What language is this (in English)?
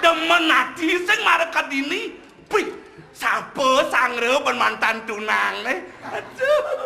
Balinese